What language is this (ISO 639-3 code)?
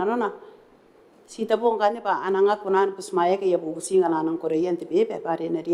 gil